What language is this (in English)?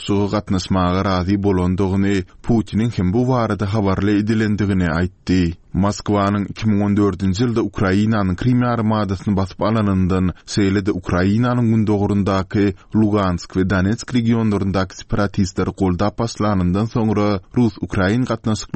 Turkmen